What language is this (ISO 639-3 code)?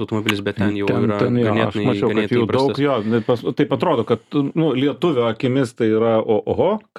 lit